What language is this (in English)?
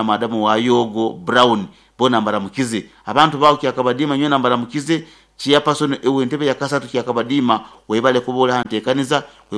Nyoro